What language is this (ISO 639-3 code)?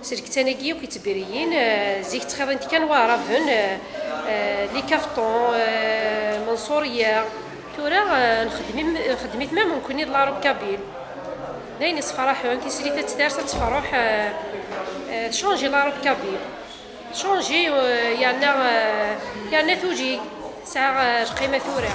kab